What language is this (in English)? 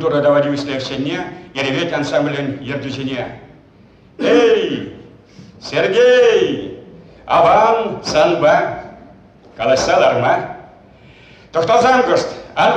Chuvash